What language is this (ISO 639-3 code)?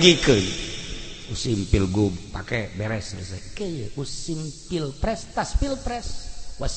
sun